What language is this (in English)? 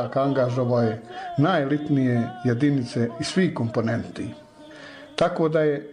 Bosnian